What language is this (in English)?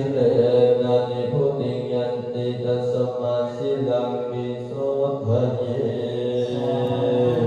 Pali